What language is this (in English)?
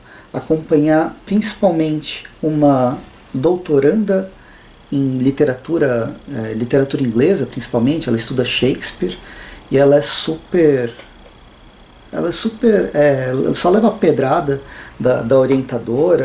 Portuguese